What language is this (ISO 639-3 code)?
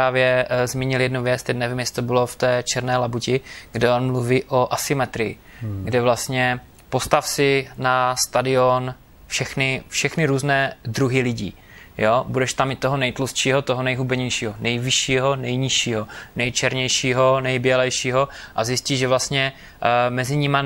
ces